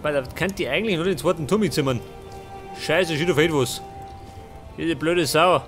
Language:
Bavarian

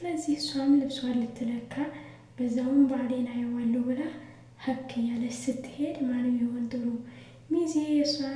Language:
Amharic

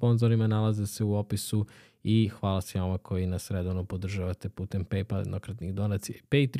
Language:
Serbian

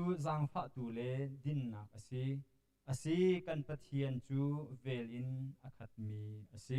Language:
Hakha Chin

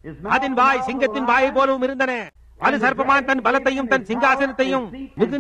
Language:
Tamil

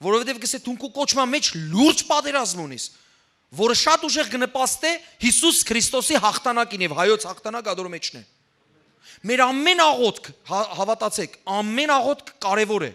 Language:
Western Armenian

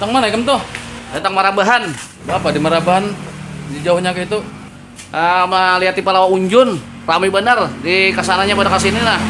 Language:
Banjar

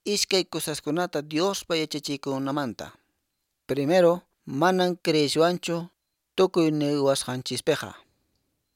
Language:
Quechua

